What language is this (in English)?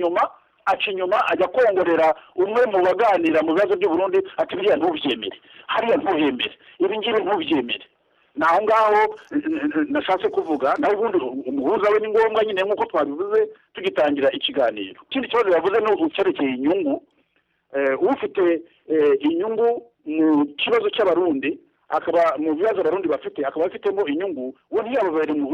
Kinyarwanda